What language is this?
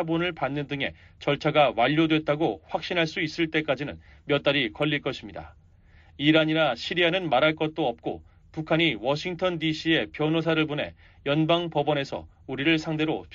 Korean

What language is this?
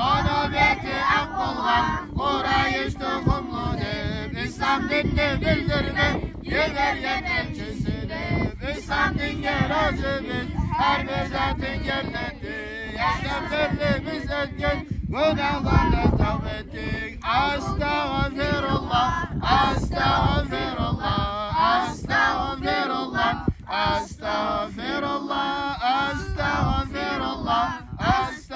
Kumyk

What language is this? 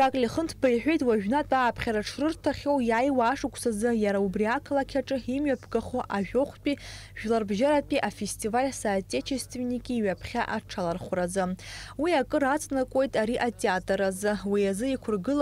Abkhazian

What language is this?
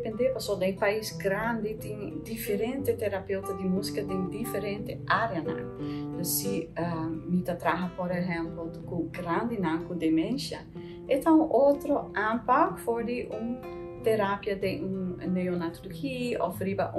Papiamento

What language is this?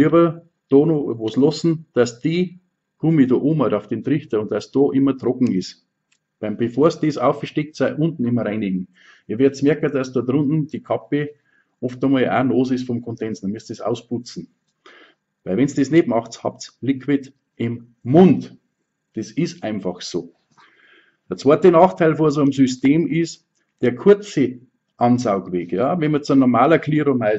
Bavarian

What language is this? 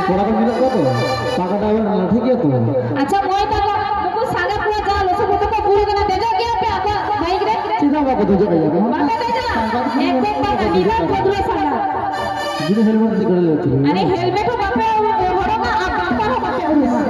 Santali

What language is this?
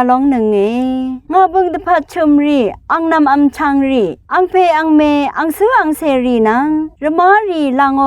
Rawang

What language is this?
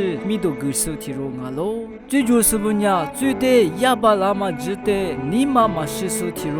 Lisu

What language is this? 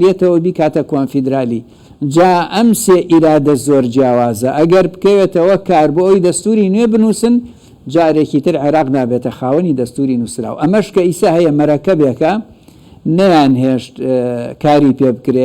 Central Kurdish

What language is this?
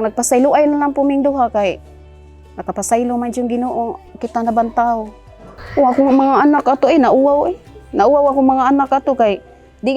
Cebuano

